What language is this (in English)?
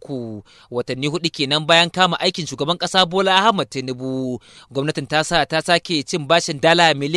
Hausa